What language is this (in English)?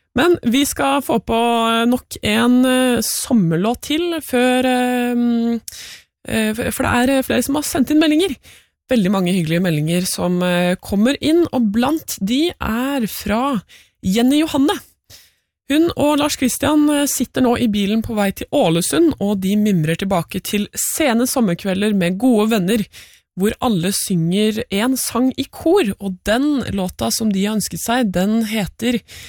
Norwegian